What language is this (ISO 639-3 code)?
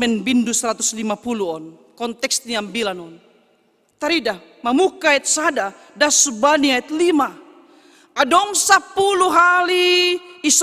bts